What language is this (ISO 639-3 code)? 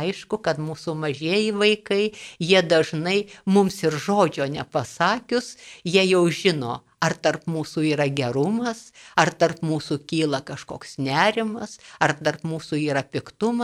lit